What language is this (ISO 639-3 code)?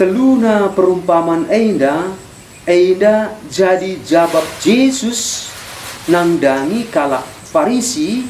btx